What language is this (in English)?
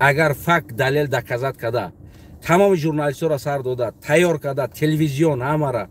Tajik